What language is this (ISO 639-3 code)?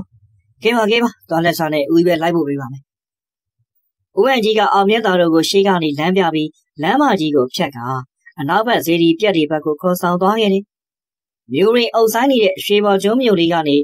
mya